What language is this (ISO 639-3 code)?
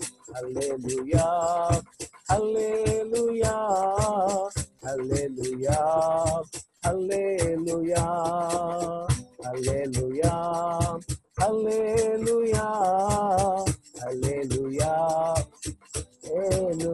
tel